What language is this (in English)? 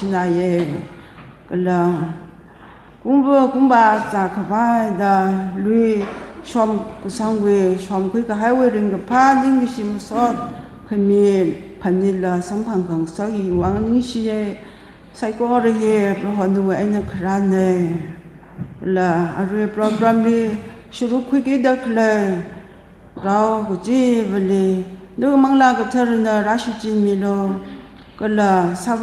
Tangkhul Naga (India)